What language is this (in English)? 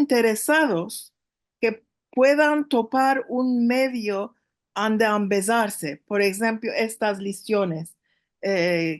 Ladino